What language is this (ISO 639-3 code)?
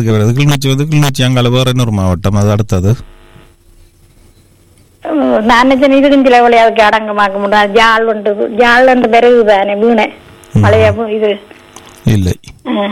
tam